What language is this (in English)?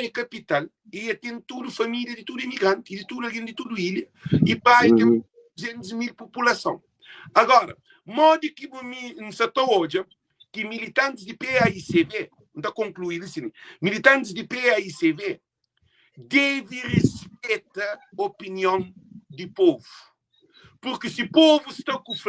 Kabuverdianu